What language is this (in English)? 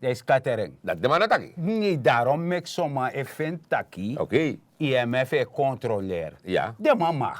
Sranan Tongo